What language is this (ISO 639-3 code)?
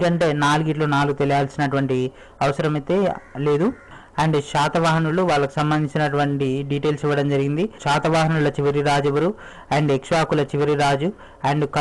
tel